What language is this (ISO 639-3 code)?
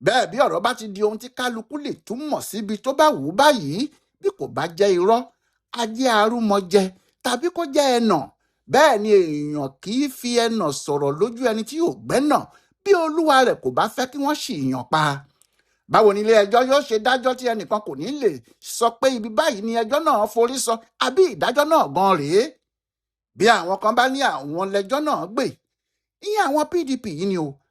yor